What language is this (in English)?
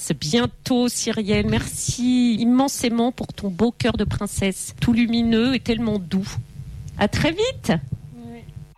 French